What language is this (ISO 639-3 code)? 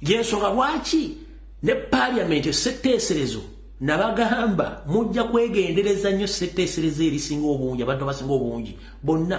lug